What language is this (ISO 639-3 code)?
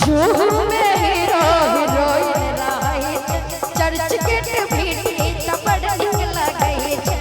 mai